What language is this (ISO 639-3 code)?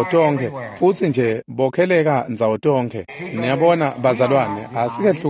ssw